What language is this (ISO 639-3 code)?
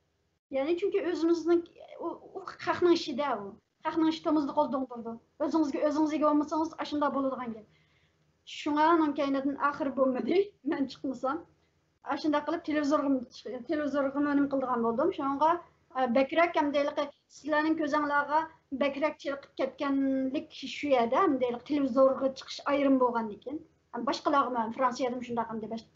uig